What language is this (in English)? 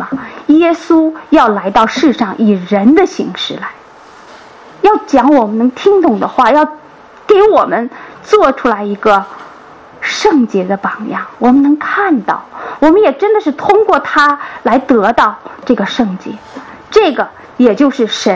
Chinese